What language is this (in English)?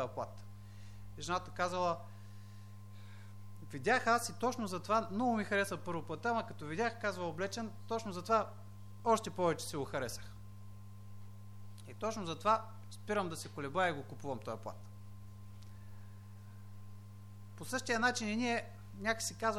Bulgarian